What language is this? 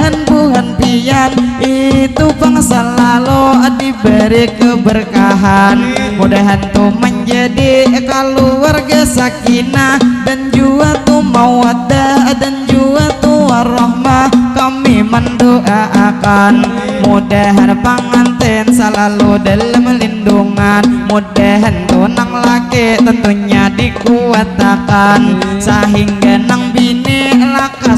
Banjar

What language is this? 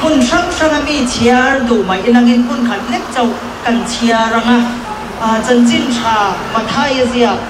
Mizo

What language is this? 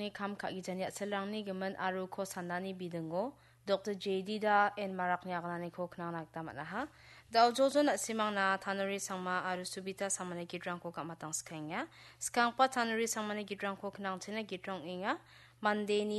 Garo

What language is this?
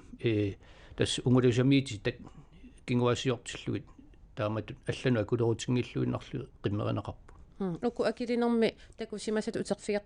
Kalaallisut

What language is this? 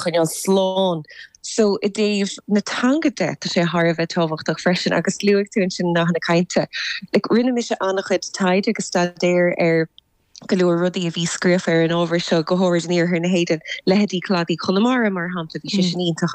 Irish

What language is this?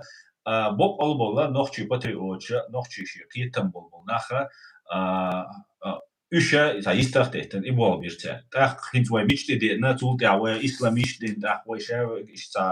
Chechen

